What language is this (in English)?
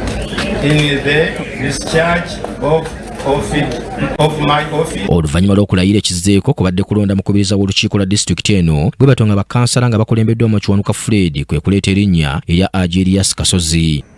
Ganda